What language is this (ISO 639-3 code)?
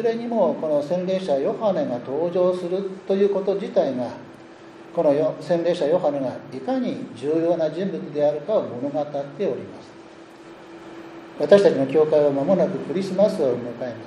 jpn